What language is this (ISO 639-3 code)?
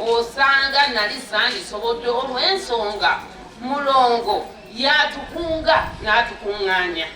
lug